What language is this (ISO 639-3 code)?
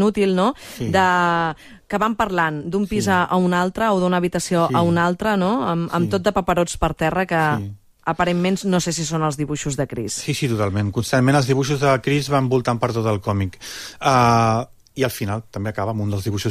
cat